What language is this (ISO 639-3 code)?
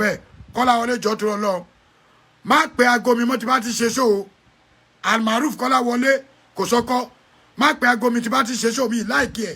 yor